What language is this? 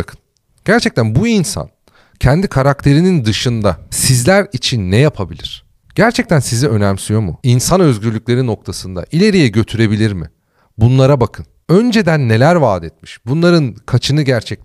Turkish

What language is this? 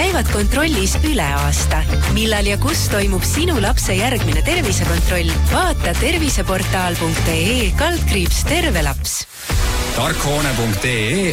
Estonian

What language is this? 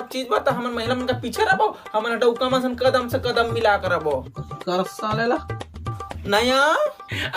Chhattisgarhi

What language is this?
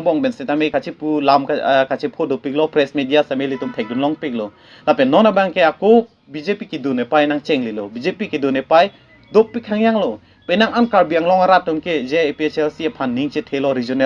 Karbi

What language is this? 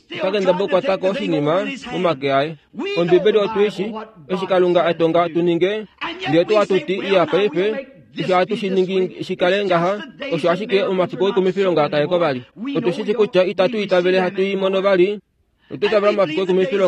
Kuanyama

